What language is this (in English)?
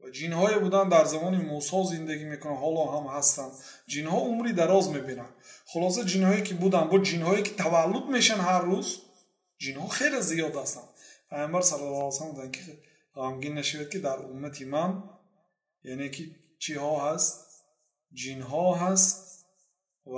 Persian